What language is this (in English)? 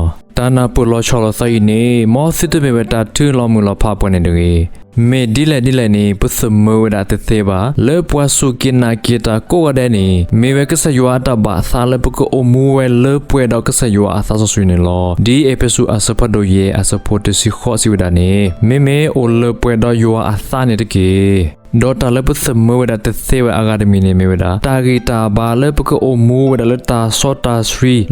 S'gaw Karen